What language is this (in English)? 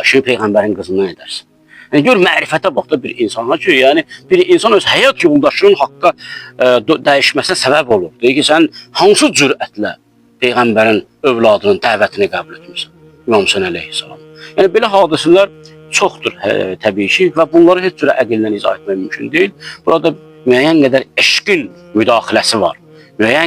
Azerbaijani